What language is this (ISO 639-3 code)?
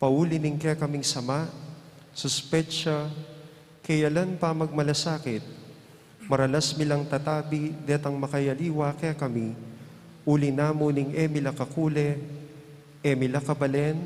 pam